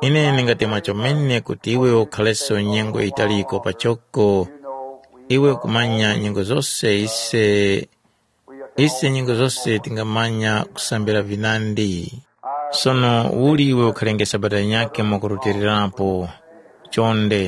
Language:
Tumbuka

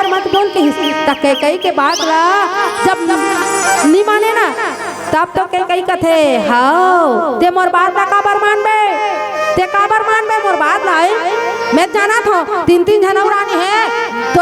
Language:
Chhattisgarhi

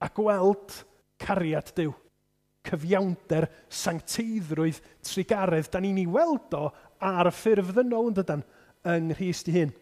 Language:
Welsh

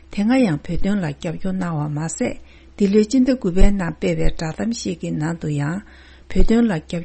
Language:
Tibetan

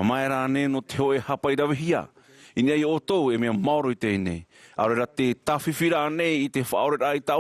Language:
Tahitian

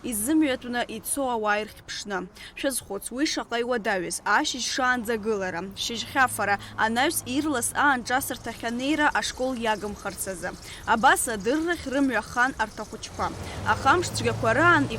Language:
Abkhazian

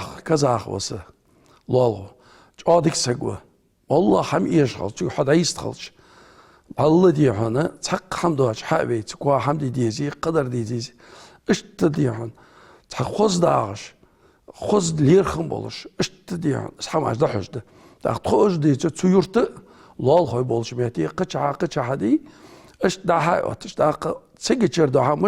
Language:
Ingush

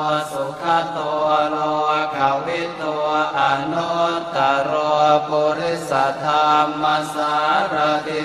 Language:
Pali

